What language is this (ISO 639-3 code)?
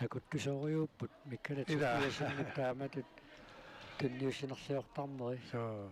kal